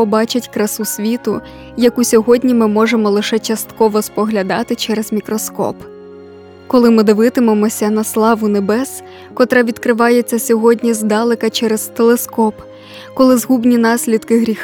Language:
Ukrainian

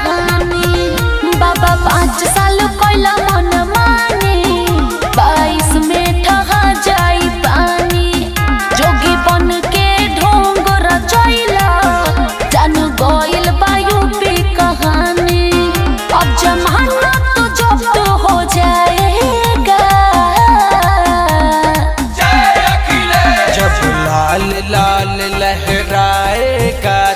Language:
Bhojpuri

